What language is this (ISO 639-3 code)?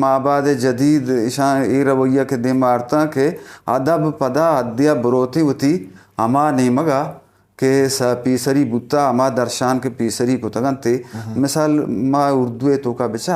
bgp